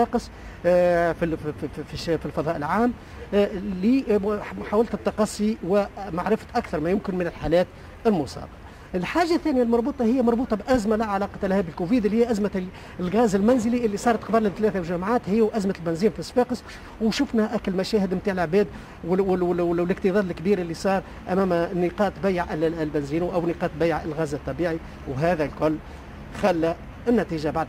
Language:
Tunisian Arabic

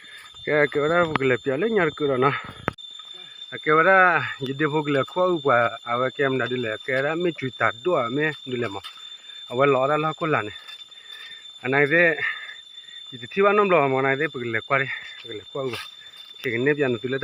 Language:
S'gaw Karen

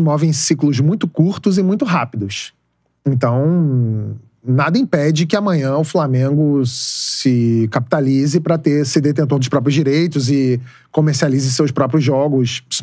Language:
Portuguese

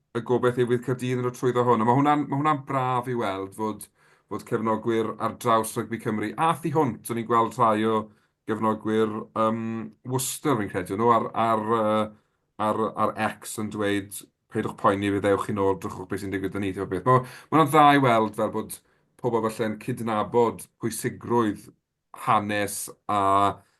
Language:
Welsh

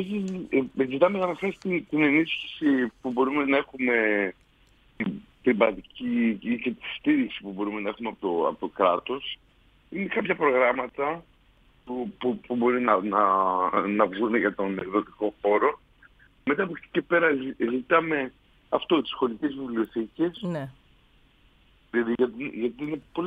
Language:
Greek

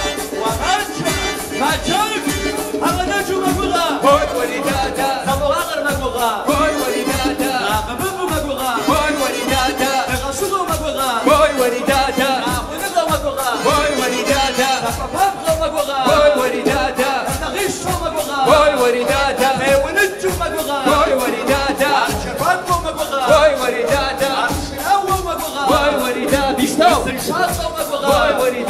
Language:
Kabardian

